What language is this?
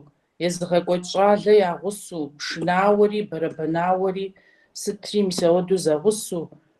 Kabardian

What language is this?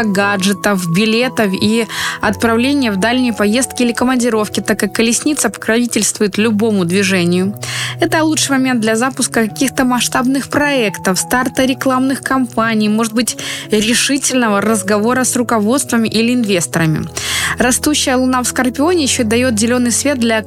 Russian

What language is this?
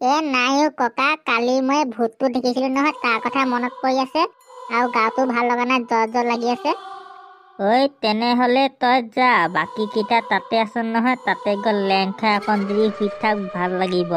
Assamese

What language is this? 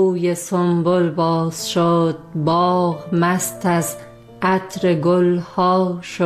Persian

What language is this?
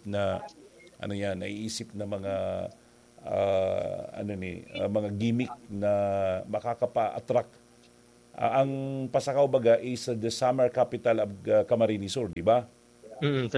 Bikol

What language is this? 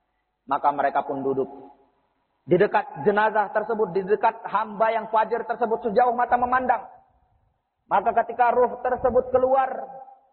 Indonesian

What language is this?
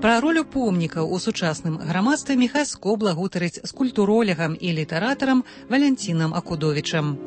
Belarusian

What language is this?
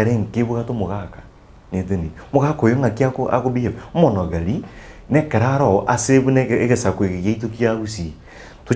Gusii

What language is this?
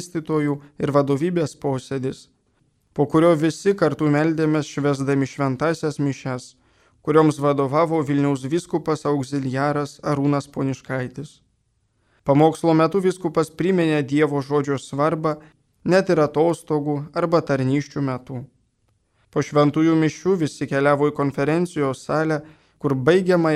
Lithuanian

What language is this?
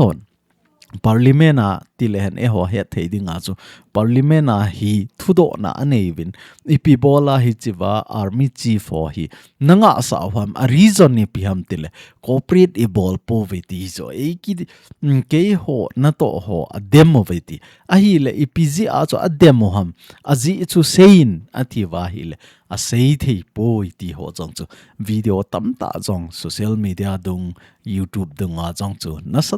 Thado Chin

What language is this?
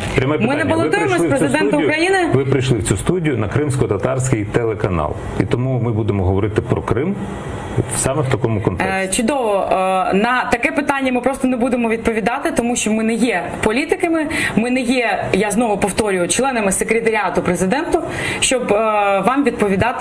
Ukrainian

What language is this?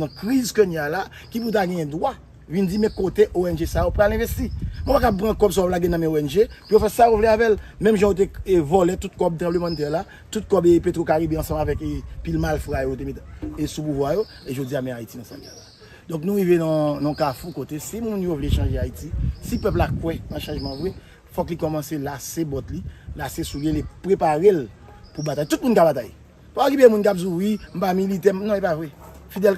Haitian Creole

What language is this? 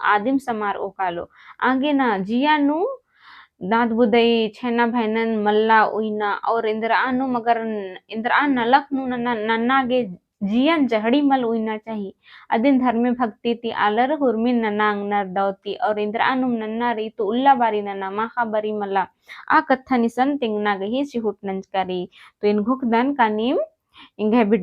Kurukh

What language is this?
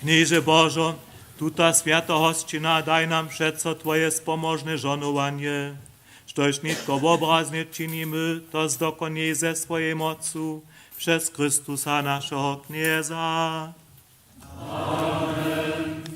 Upper Sorbian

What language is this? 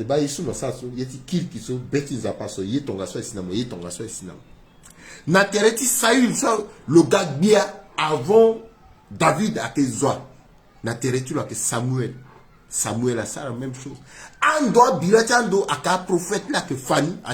Sango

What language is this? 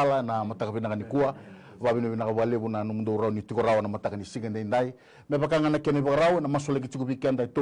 Fijian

